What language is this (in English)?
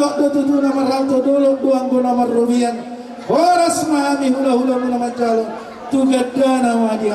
Batak Toba